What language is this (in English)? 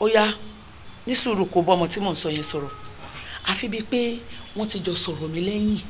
Yoruba